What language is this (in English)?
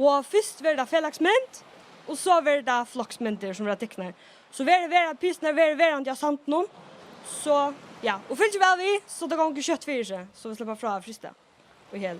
Faroese